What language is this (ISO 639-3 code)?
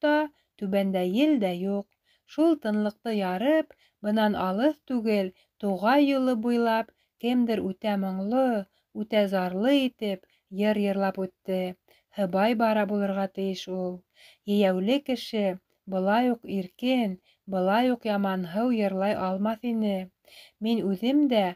bak